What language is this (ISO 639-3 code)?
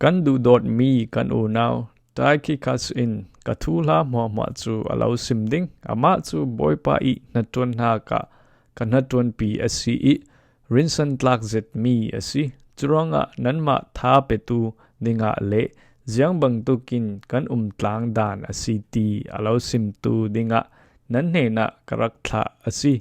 cfm